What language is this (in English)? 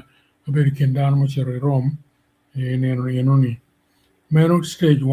Acoli